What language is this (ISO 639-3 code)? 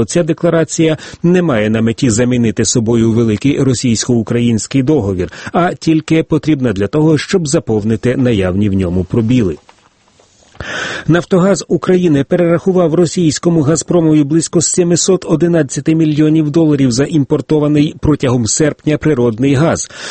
ukr